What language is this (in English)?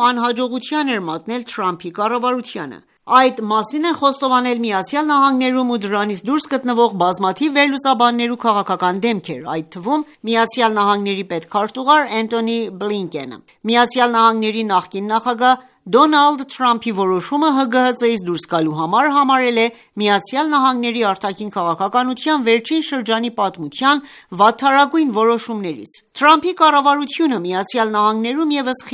Armenian